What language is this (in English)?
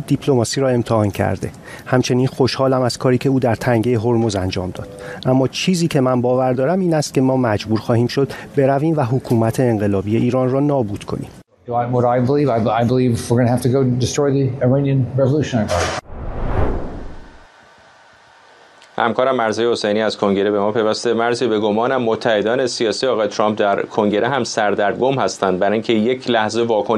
Persian